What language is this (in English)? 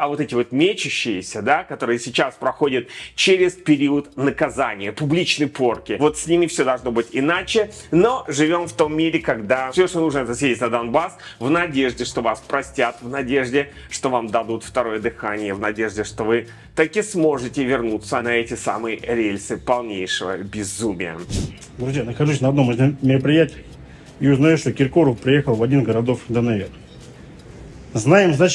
Russian